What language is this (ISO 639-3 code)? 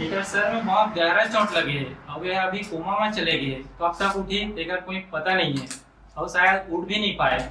hne